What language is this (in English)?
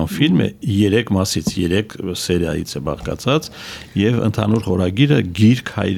Armenian